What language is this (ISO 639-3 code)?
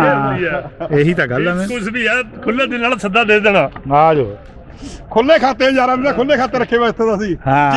pan